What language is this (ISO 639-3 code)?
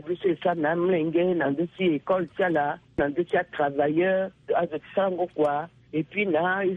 sag